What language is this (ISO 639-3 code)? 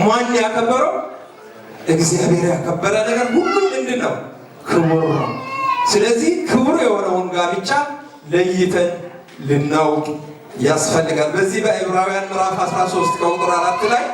amh